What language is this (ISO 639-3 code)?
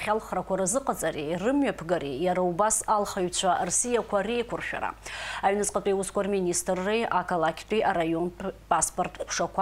abk